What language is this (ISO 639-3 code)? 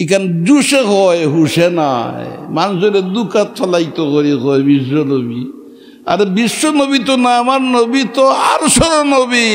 syl